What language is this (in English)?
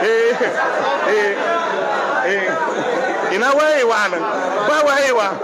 Hausa